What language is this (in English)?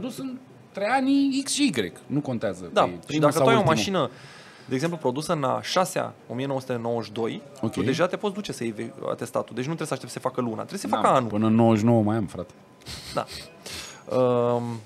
Romanian